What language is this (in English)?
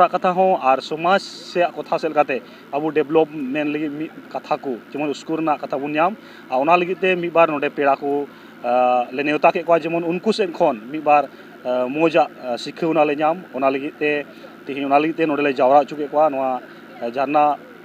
Santali